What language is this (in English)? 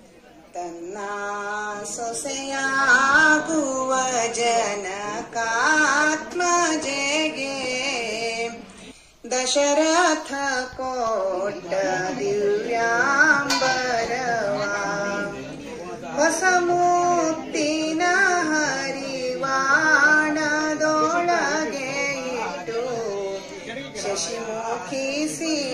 Kannada